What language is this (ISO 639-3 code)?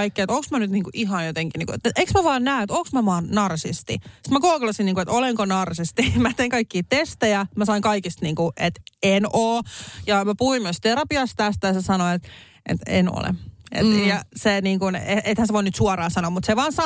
fin